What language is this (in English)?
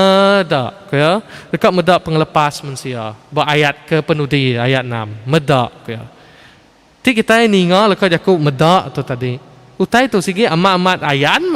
Iban